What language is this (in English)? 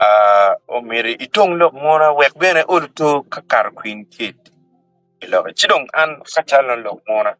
Acoli